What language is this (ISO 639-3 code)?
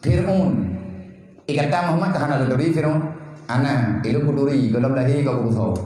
ace